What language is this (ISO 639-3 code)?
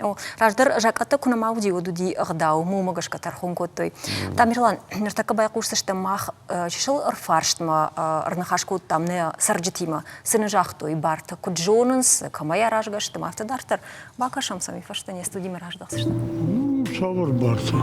oss